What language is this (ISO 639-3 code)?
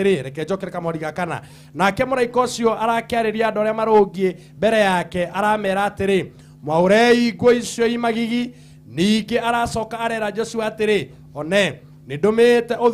kik